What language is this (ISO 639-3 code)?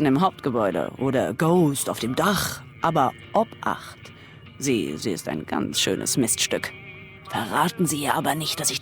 bar